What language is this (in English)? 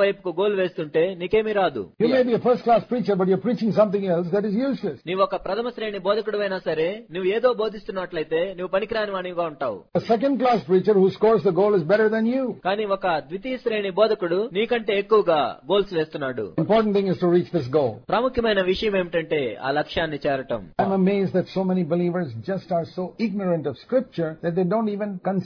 Telugu